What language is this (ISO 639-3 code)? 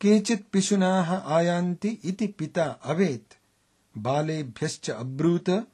san